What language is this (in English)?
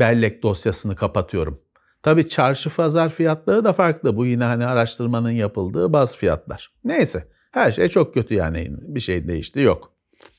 Turkish